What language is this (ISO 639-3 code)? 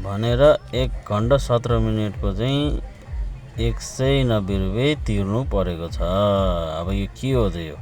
nep